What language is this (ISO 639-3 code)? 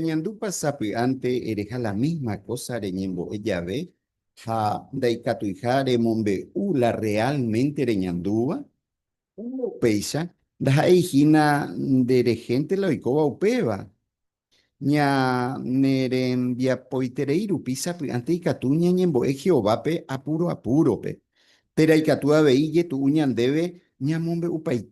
grn